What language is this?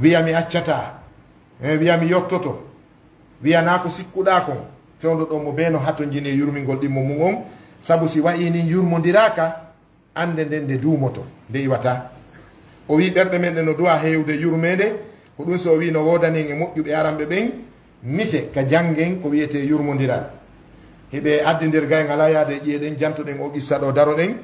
Fula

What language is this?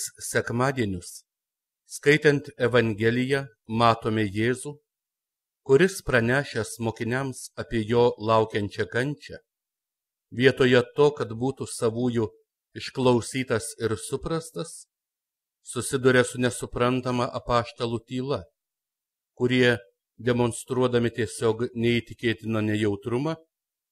Lithuanian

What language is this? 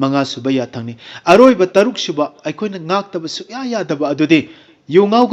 Manipuri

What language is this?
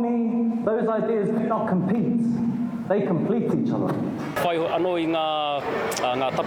Māori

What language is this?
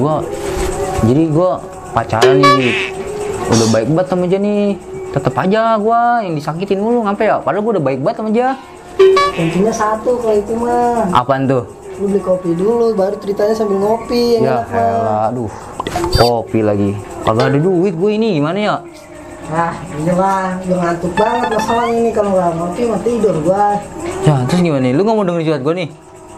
Betawi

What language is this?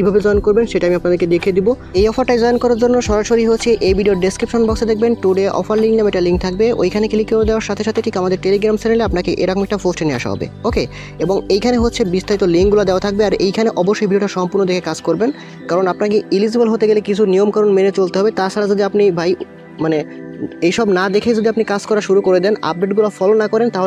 Bangla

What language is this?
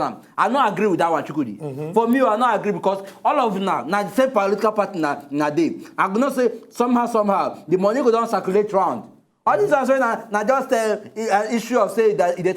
Nigerian Pidgin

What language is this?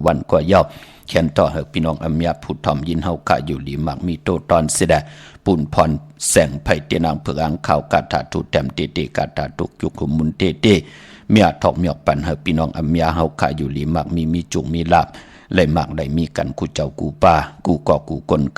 Shan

